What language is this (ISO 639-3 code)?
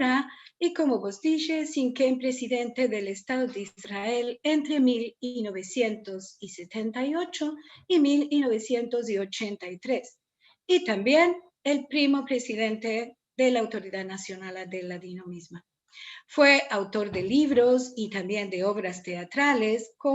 lad